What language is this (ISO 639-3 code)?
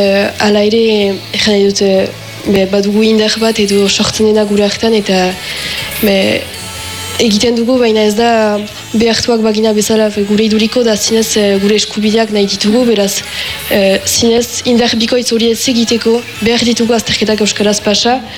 eus